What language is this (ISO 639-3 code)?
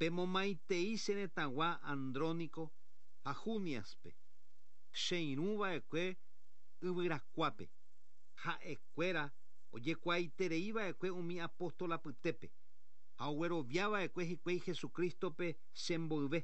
grn